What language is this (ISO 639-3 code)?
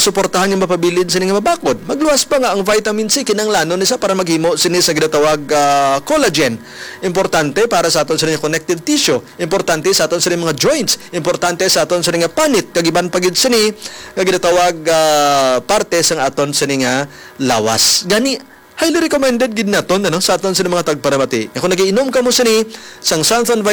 hil